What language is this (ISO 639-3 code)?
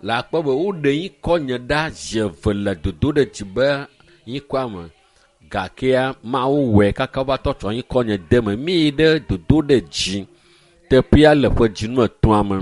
ewe